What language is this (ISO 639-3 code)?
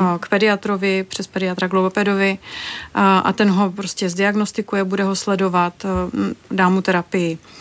ces